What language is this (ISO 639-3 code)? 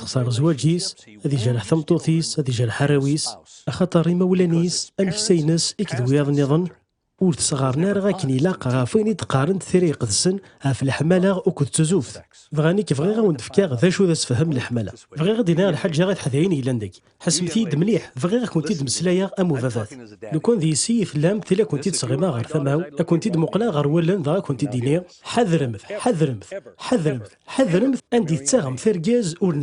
kab